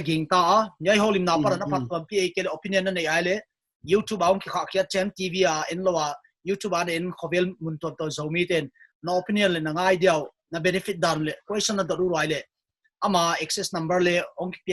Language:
Paite Chin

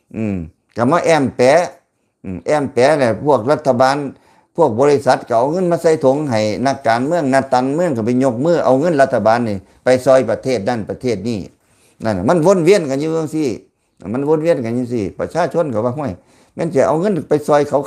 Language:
Lao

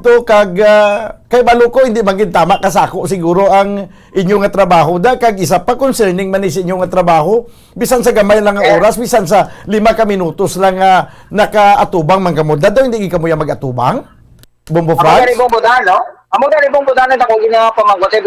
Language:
Hiligaynon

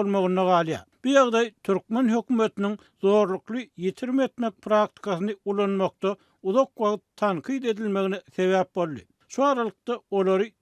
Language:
Turkmen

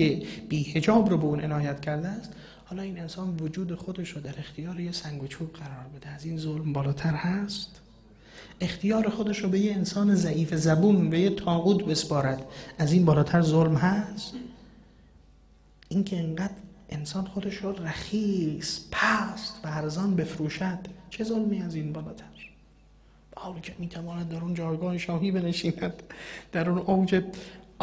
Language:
Persian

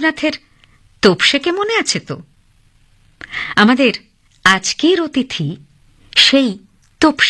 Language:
Bangla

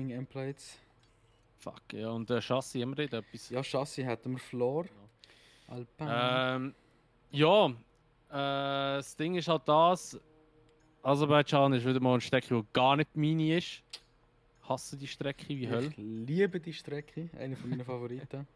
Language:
Swiss German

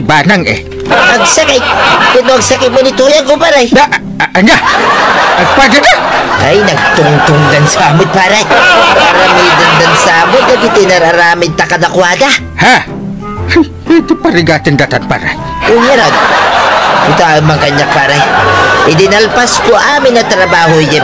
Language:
Iloko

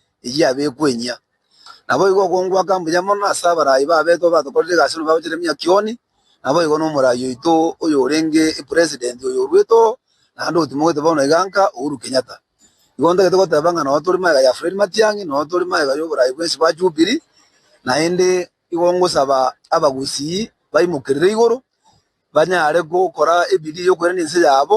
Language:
Gusii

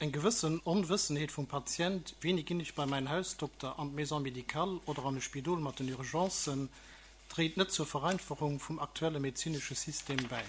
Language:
Luxembourgish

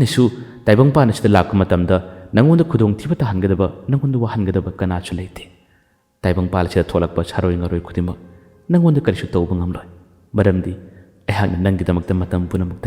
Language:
Manipuri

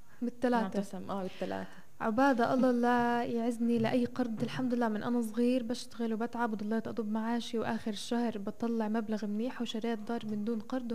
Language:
North Levantine Arabic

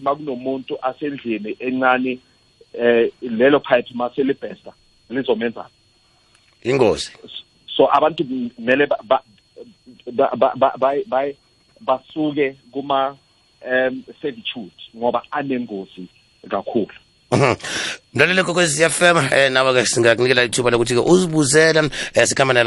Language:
South Ndebele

